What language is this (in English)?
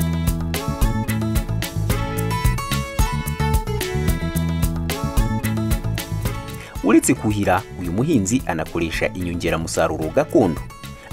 Kinyarwanda